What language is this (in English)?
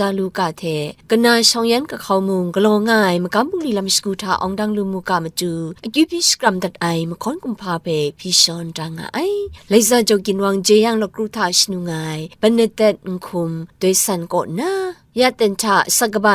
Kachin